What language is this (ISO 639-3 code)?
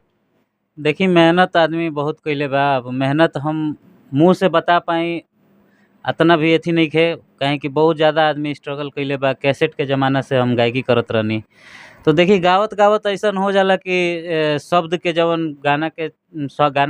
bho